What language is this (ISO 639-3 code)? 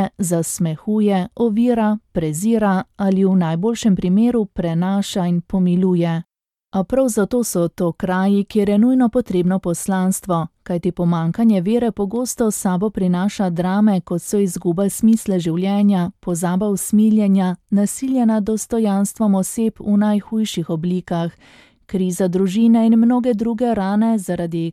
slv